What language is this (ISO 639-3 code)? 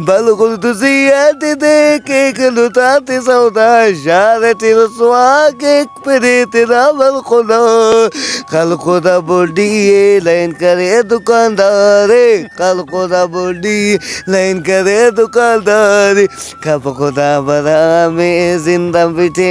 brh